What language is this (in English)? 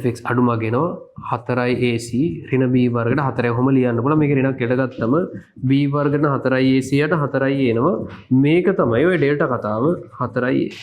Sinhala